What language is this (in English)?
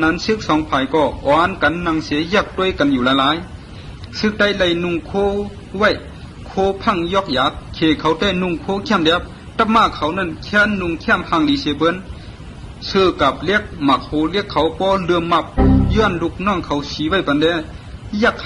Shan